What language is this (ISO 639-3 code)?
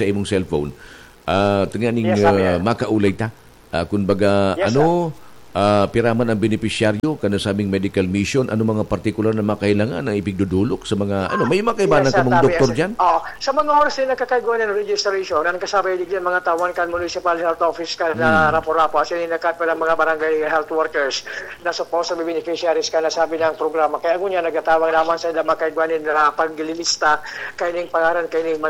bik